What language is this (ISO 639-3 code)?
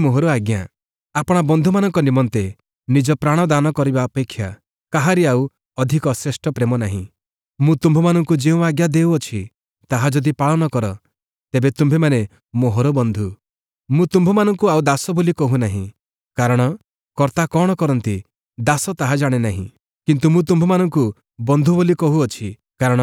ori